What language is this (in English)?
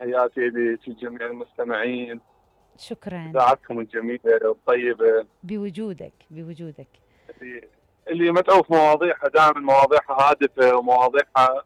Mesopotamian Arabic